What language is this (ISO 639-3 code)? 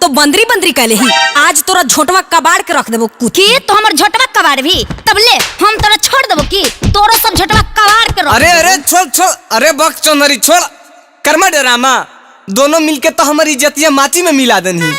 mag